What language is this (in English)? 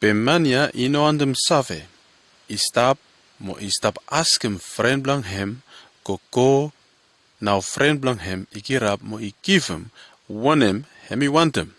Bislama